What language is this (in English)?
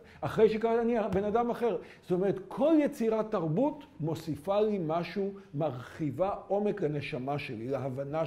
Hebrew